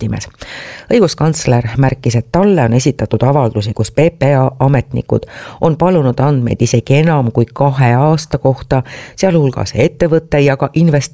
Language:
Estonian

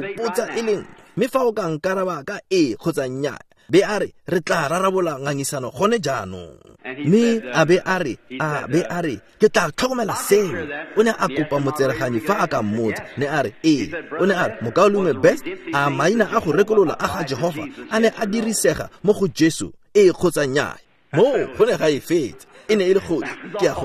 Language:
Tswana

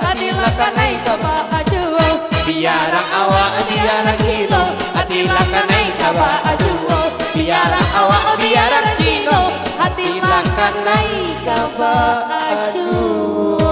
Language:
Minangkabau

